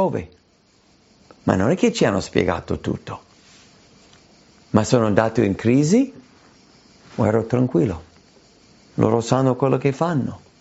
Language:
Italian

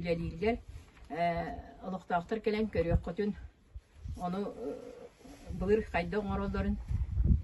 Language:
Yakut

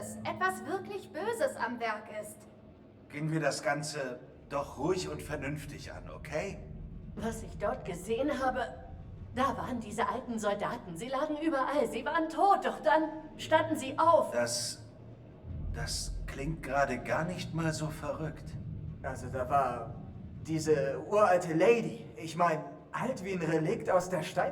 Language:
Bavarian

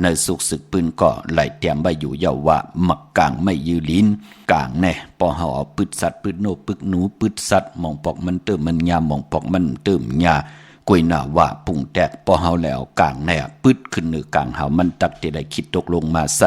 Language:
Shan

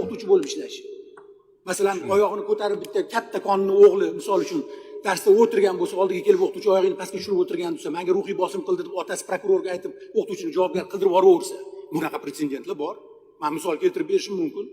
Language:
Uzbek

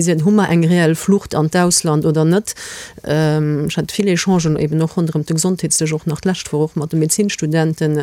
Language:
Luxembourgish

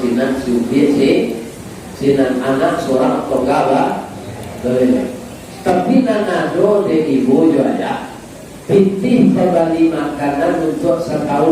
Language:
Minangkabau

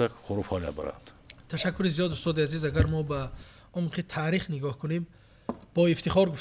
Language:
Tajik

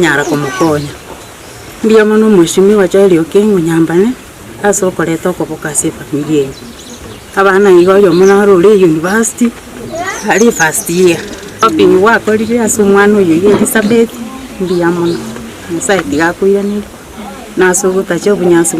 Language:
Gusii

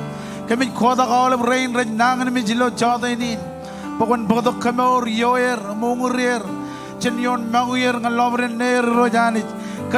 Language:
Marshallese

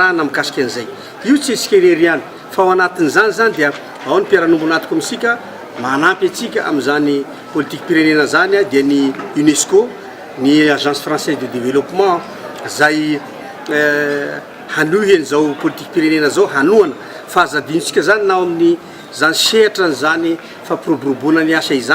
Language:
Malagasy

